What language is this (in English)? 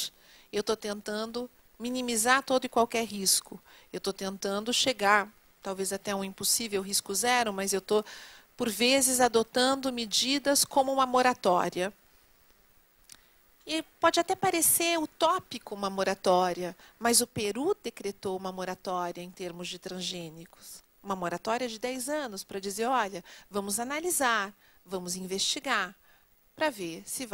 Portuguese